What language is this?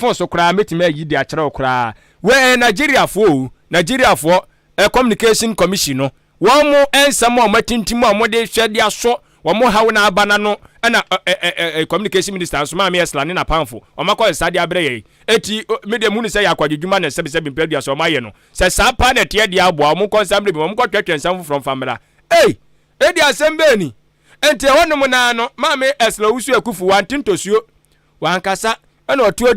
Akan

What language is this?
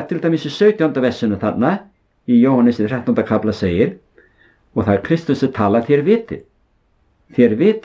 Icelandic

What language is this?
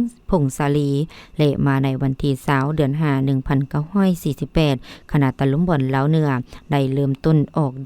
Lao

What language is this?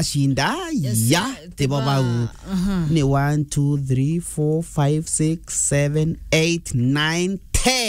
Meru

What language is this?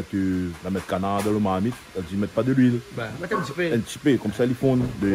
Réunion Creole French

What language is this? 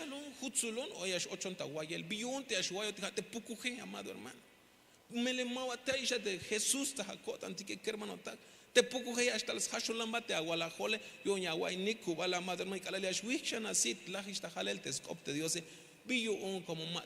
Tzeltal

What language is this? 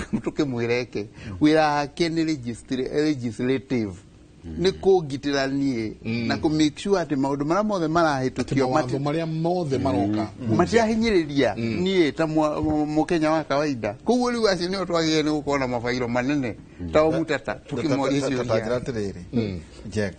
Kikuyu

